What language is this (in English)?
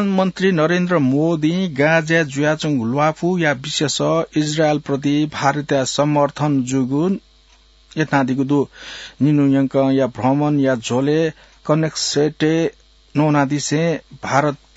Newari